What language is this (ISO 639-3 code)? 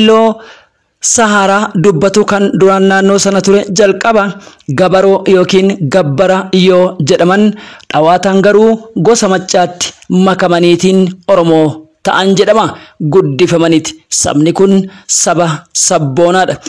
orm